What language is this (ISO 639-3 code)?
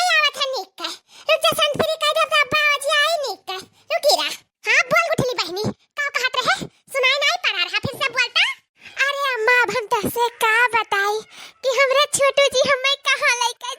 awa